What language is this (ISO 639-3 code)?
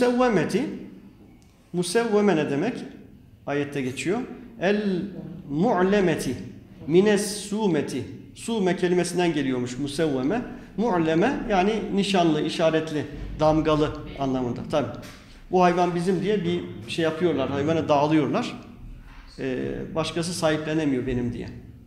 tur